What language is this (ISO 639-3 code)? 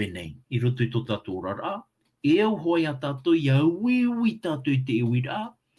tah